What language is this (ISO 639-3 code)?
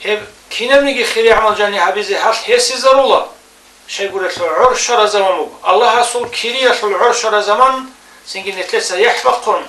ava